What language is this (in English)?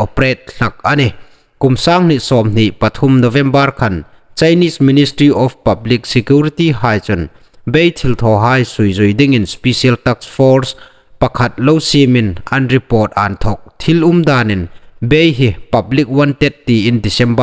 Hmar